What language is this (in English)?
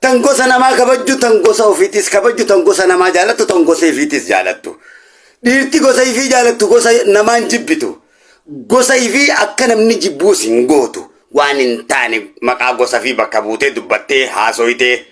Oromo